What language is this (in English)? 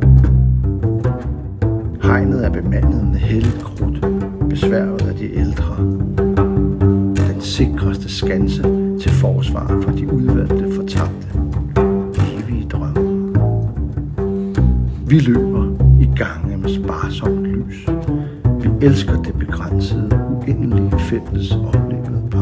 Danish